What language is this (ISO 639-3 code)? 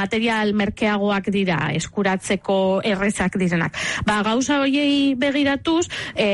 eus